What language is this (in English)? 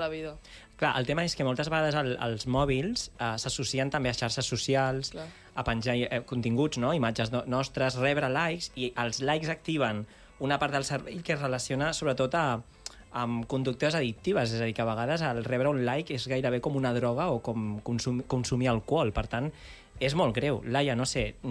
Catalan